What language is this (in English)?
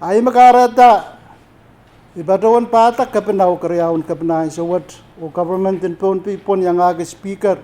Pohnpeian